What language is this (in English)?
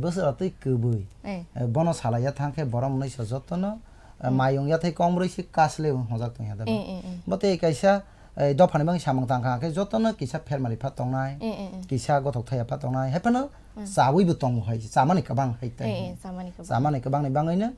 Kok Borok